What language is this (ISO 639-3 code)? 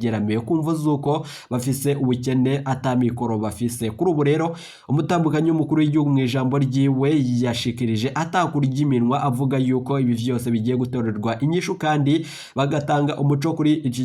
run